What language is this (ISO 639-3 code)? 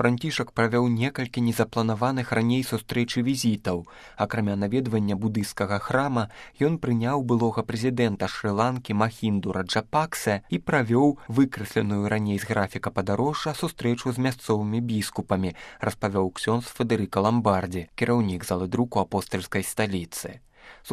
bel